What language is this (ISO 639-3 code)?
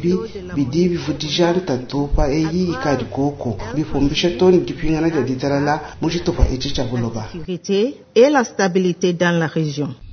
lua